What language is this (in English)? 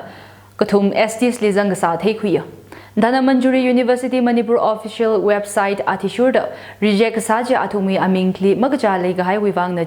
Tangkhul Naga (India)